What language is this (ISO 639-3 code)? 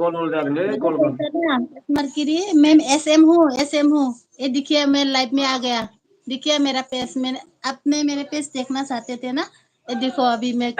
brx